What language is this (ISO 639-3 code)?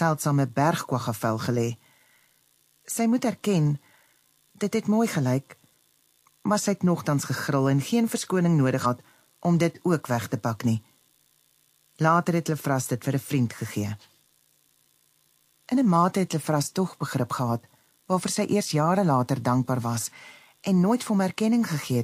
afr